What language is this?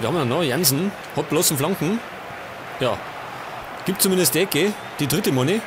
Bavarian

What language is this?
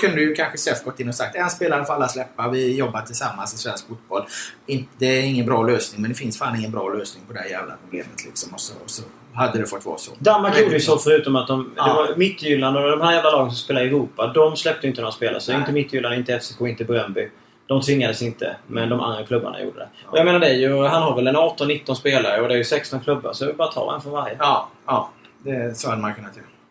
Swedish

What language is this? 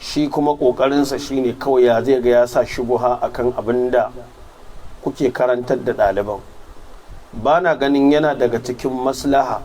Hausa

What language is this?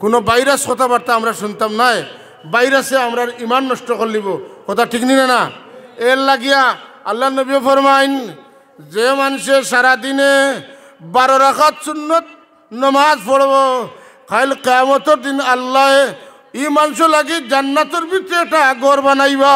Sylheti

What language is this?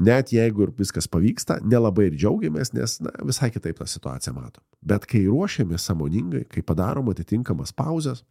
Lithuanian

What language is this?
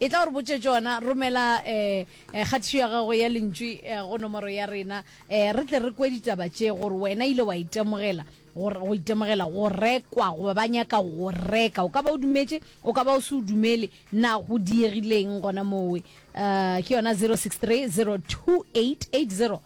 Northern Sotho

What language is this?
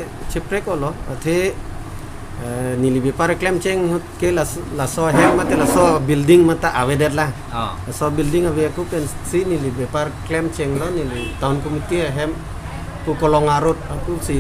Karbi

